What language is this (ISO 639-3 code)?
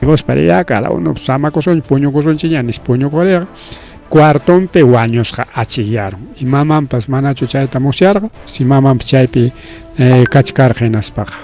quy